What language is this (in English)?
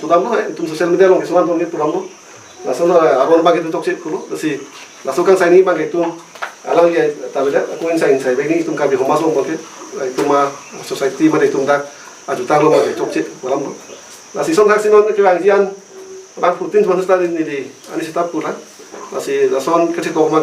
Karbi